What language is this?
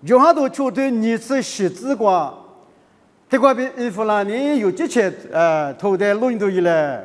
Lisu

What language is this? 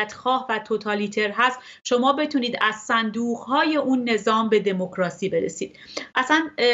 Persian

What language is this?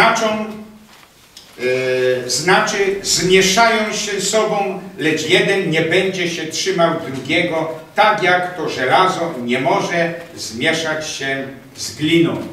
Polish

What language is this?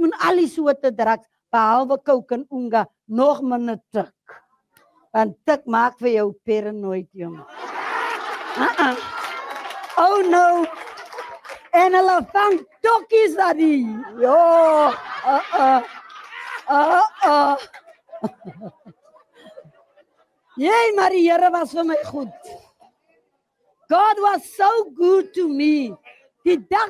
Afrikaans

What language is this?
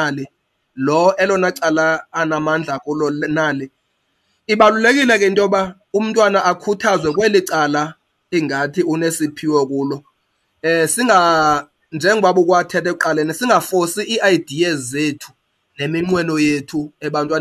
Xhosa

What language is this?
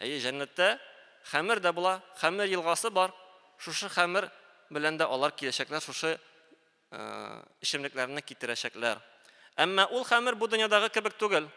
Tatar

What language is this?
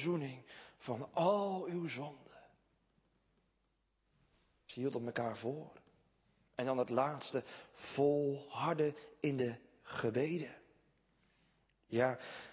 Dutch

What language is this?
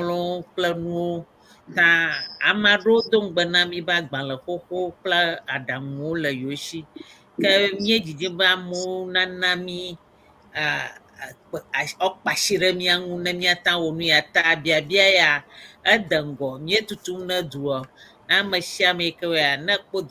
Ewe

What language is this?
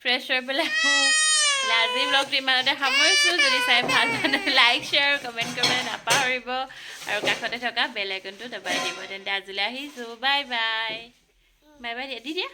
Assamese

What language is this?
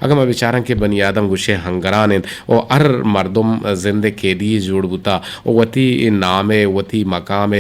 Eastern Balochi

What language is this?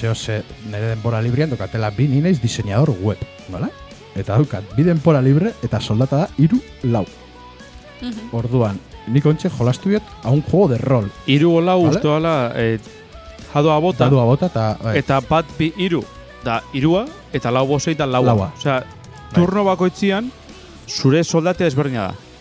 Basque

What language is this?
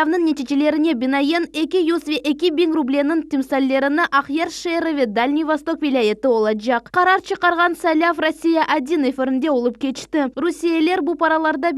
Crimean Tatar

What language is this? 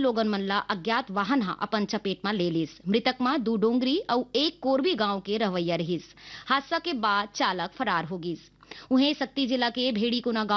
Chhattisgarhi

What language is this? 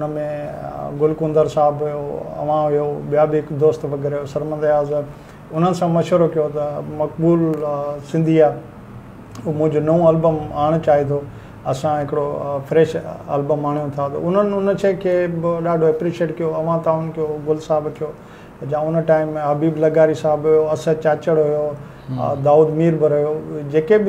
Sindhi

